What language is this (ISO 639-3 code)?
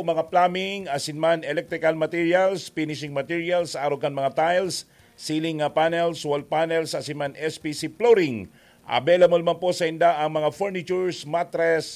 bik